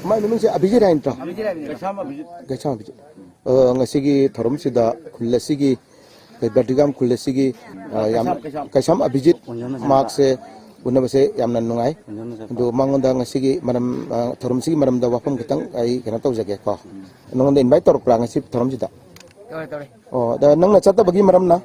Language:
Manipuri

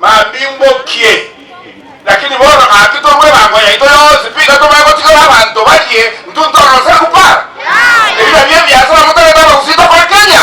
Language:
Gusii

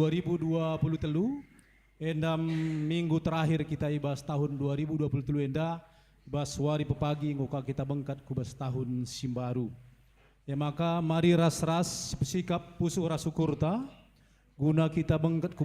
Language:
Batak Karo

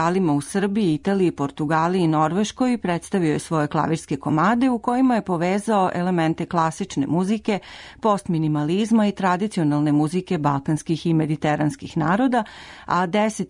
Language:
Serbian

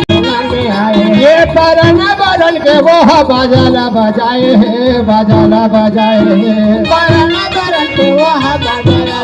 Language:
Chhattisgarhi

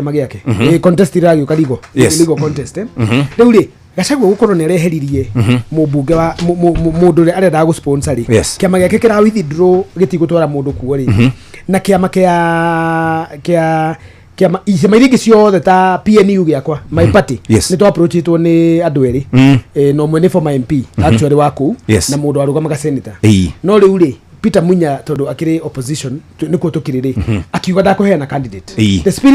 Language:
Kikuyu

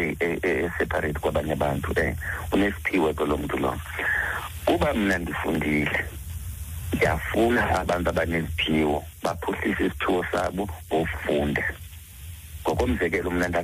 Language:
Xhosa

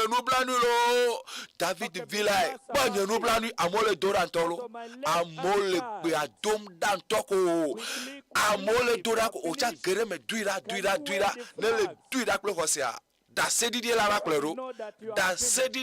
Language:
Ewe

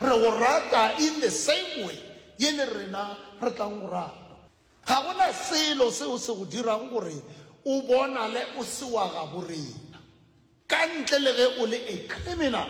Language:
Northern Sotho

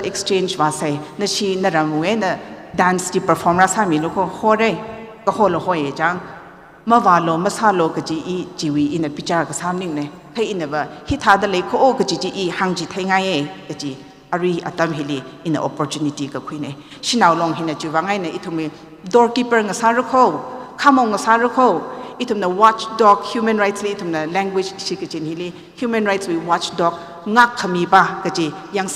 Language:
Tangkhul Naga (India)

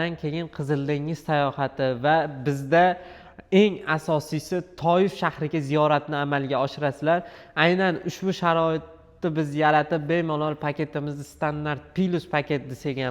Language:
Uzbek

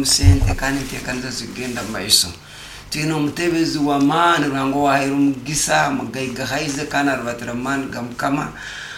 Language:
Nyoro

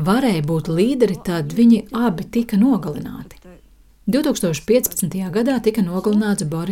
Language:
Latvian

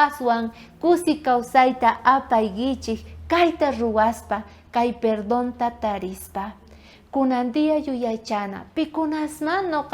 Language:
South Bolivian Quechua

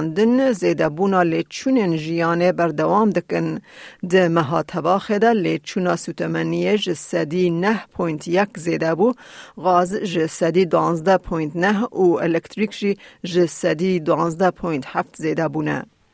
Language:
Kurdish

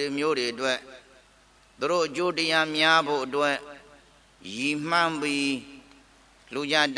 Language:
Burmese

